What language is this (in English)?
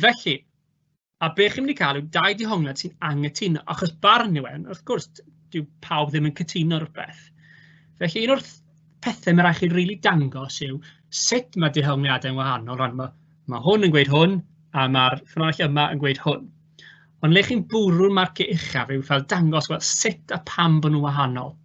Welsh